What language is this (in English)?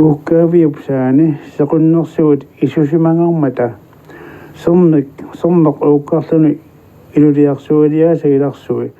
Kalaallisut